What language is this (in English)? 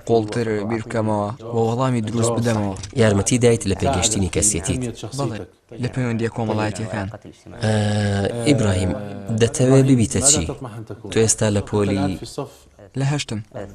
Central Kurdish